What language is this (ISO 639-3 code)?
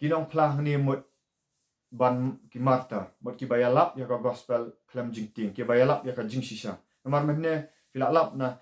kha